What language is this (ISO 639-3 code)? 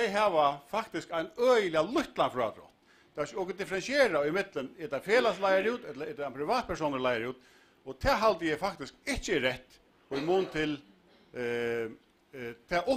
fao